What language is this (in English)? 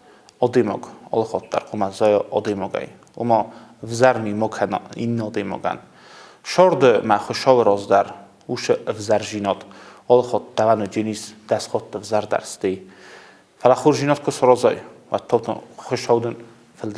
Ossetic